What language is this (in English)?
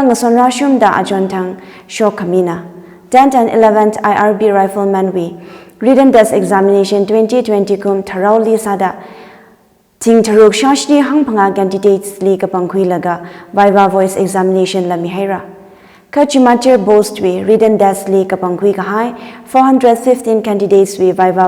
Tangkhul Naga (India)